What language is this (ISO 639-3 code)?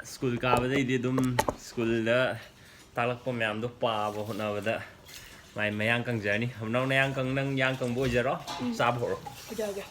mni